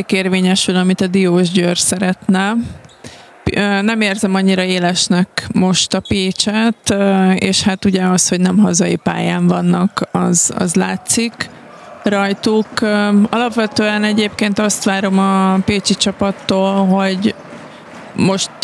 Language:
Hungarian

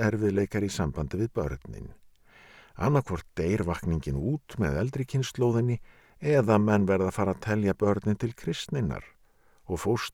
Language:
Icelandic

